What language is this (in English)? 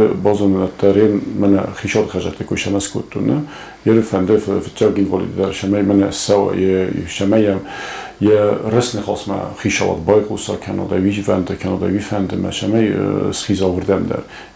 Ossetic